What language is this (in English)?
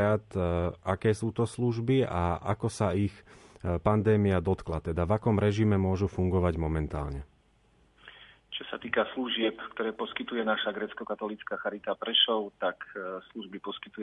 Slovak